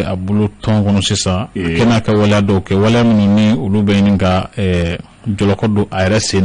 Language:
Bambara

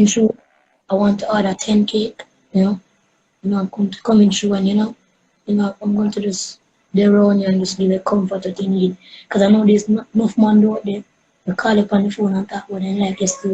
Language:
Jamaican Creole English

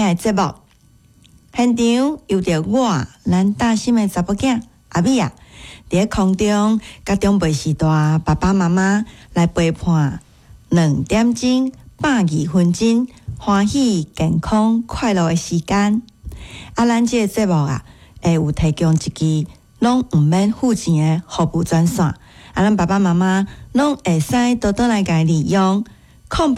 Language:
Min Nan Chinese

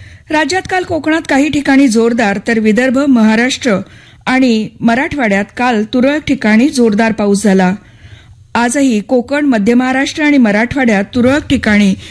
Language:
Marathi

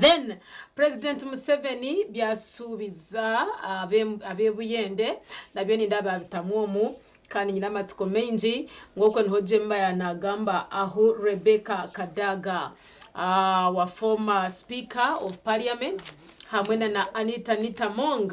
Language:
Nyankole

